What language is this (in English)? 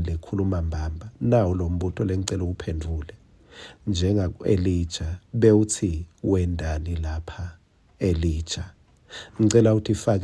Swati